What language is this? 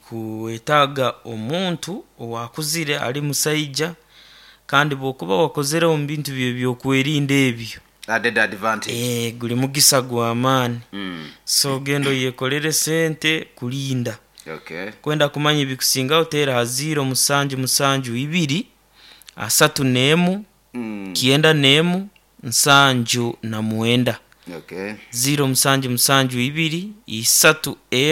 Nyoro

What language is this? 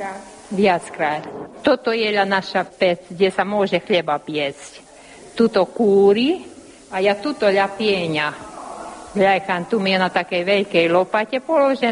Slovak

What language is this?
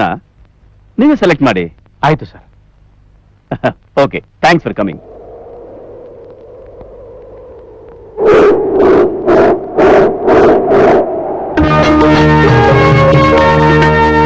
Kannada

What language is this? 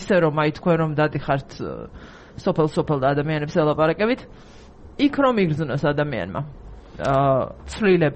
Georgian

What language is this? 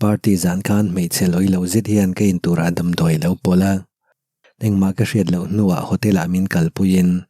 Mizo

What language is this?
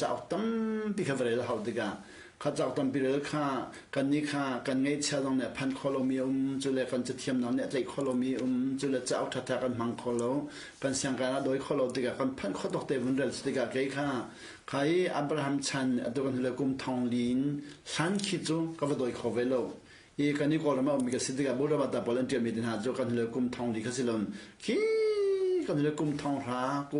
Hakha Chin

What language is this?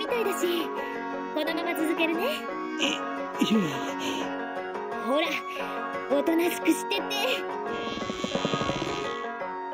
Japanese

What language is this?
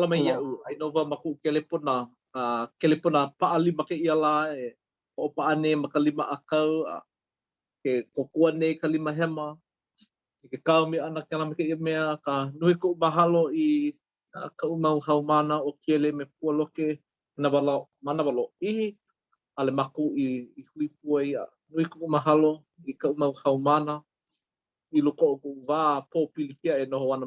Hawaiian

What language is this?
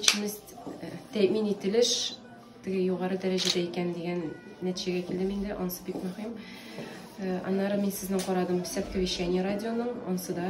Tatar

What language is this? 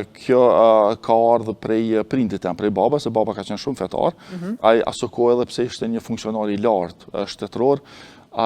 Albanian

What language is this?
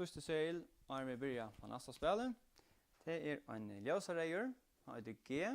Faroese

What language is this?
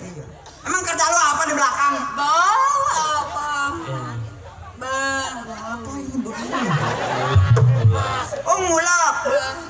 Betawi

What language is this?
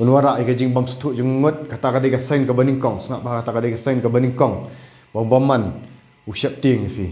Khasi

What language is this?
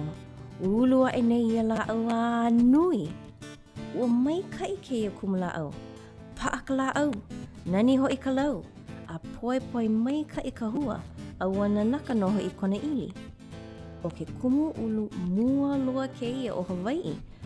Hawaiian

